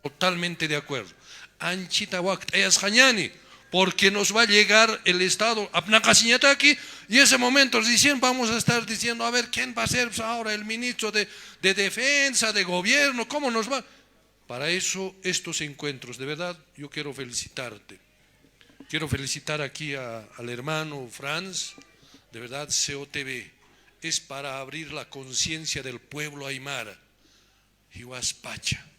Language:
Aymara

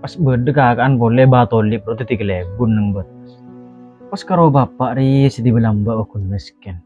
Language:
Madurese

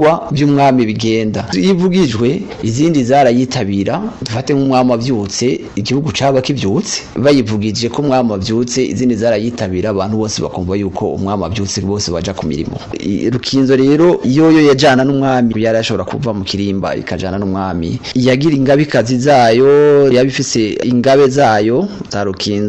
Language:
Rundi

